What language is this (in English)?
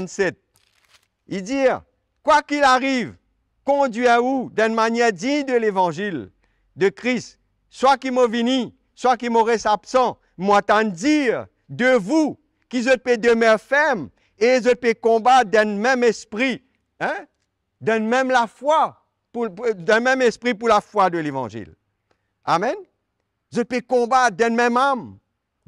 Morisyen